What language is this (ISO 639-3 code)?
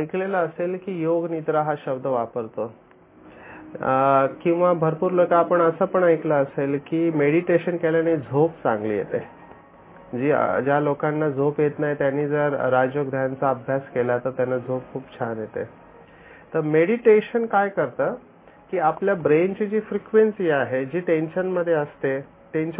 mar